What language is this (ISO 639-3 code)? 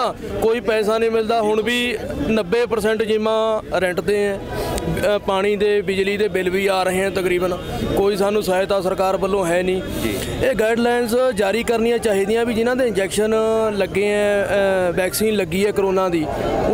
pan